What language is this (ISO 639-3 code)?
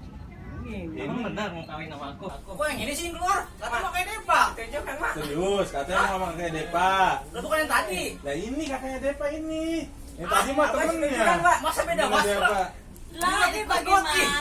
bew